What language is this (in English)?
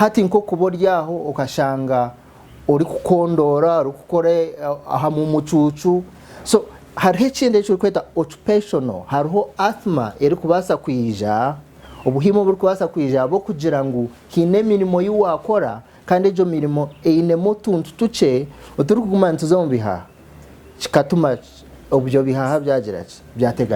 Nyankole